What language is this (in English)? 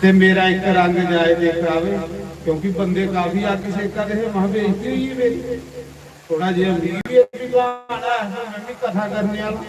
Dogri